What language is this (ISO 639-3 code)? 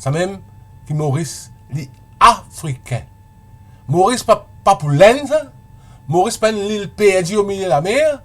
mfe